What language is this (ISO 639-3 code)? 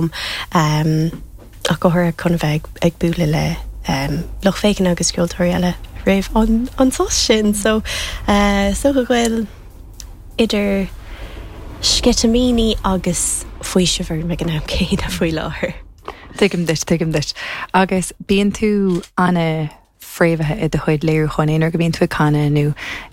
gle